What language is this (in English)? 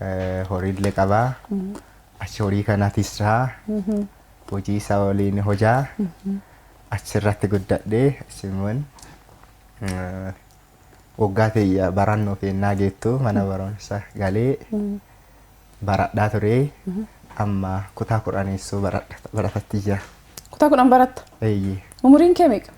Oromo